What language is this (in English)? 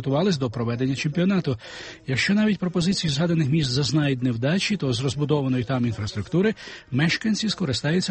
Ukrainian